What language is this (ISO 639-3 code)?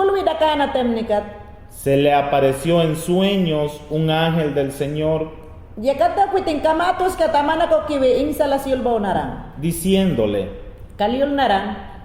yan